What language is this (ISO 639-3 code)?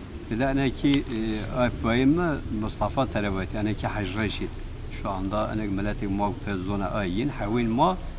zza